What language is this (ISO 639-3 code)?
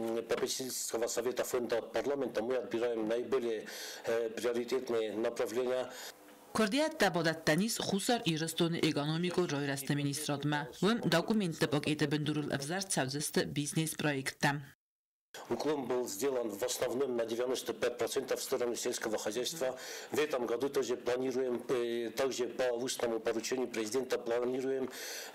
oss